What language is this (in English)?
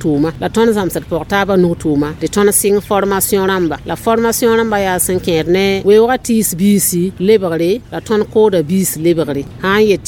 Mossi